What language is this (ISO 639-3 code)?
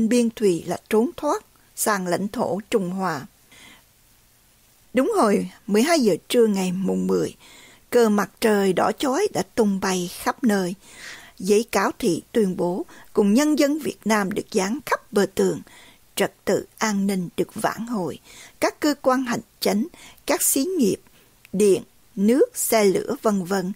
vie